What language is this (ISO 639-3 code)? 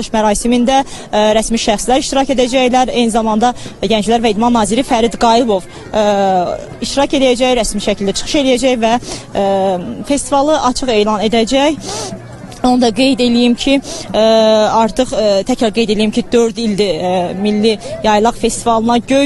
aze